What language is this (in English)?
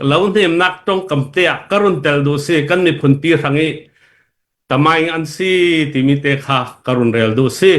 Falam Chin